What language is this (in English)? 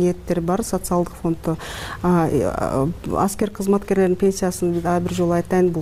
Kyrgyz